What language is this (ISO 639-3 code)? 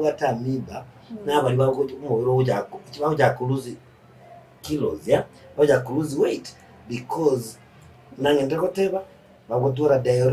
guz